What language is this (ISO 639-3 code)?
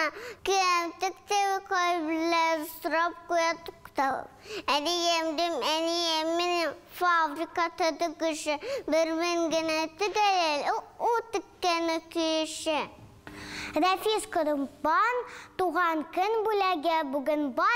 tat